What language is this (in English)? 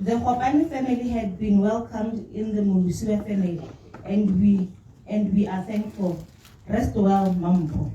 Tswana